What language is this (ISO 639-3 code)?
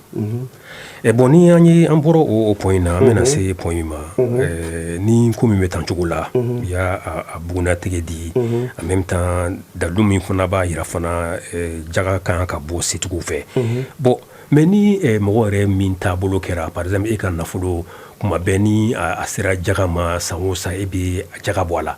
bam